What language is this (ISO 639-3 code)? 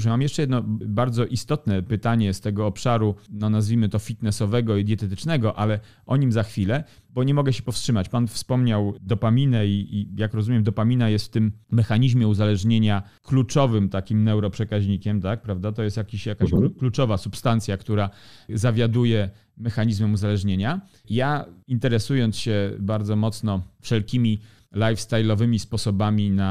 pol